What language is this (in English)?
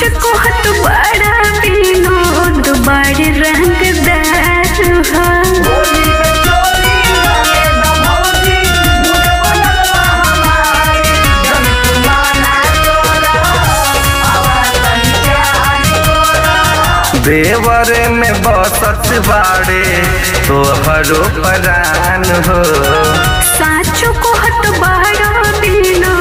Bhojpuri